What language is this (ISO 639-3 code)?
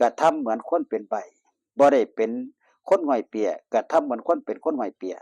tts